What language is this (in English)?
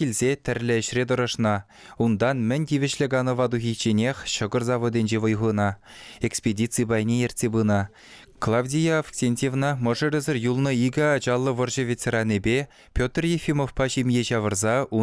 Chuvash